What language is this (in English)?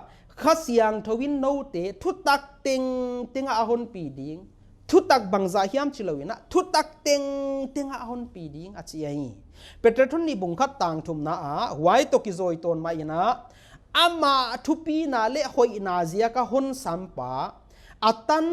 Paite Chin